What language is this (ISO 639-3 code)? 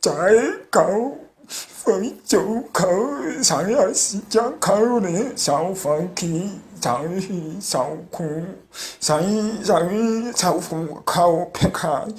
sot